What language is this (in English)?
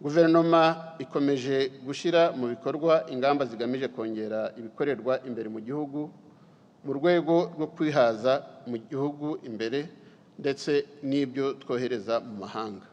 Kinyarwanda